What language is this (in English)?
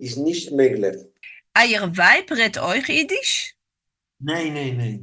Yiddish